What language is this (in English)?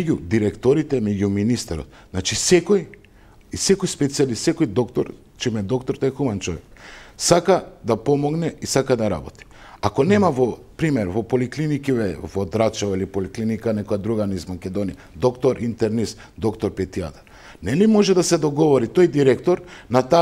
Macedonian